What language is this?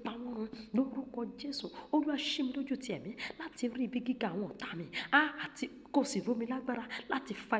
Yoruba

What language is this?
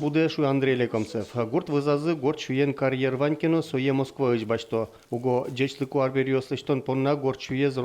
Udmurt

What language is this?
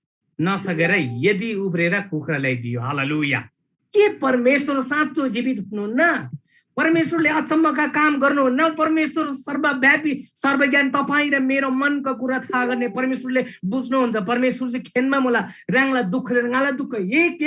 Eastern Tamang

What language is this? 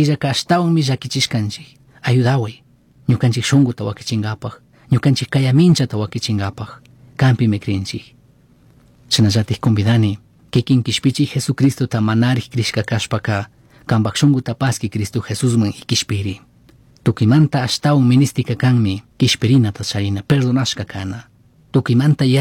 Chimborazo Highland Quichua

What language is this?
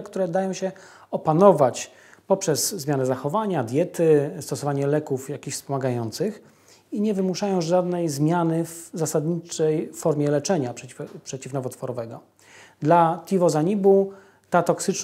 Polish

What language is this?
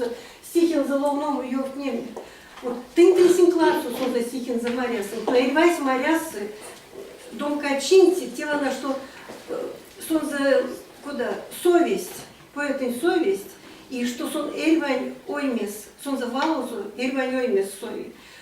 Erzya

